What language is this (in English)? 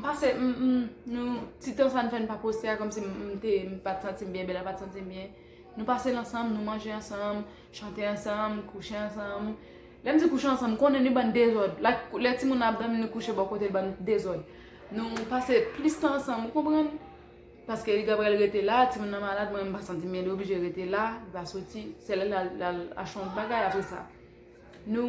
Haitian Creole